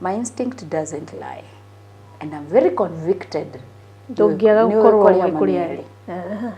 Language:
Kikuyu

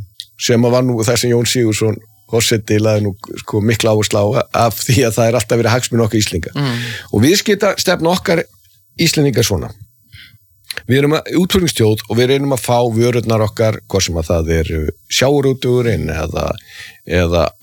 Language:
Icelandic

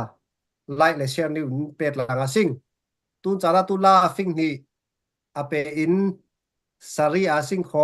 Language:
Falam Chin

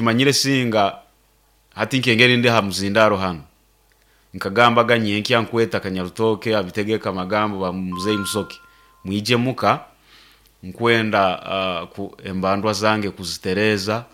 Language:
Nyankole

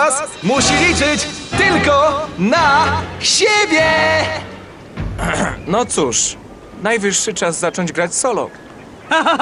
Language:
Polish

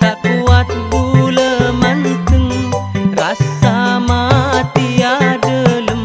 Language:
Madurese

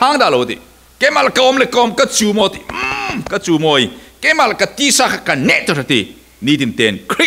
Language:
Falam Chin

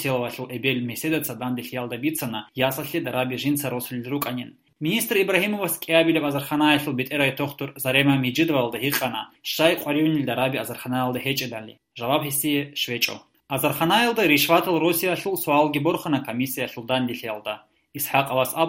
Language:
Avaric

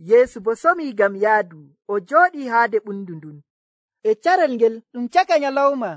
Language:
Nigerian Fulfulde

